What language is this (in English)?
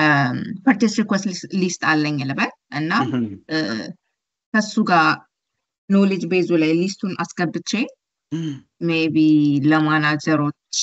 Amharic